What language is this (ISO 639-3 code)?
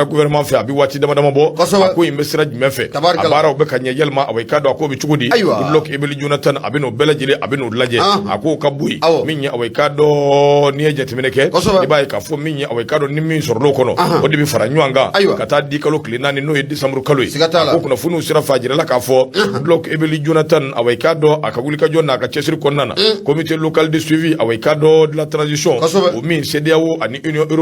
bam